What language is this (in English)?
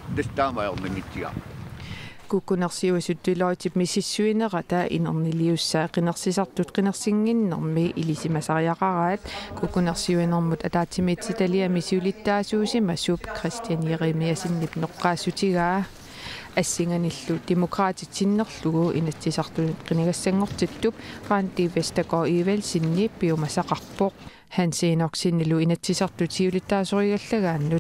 Kalaallisut